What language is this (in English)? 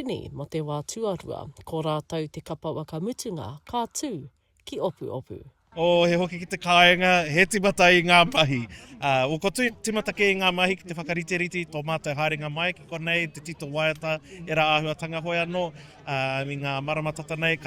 Māori